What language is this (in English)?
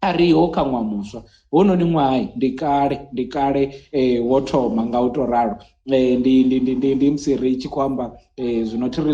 Venda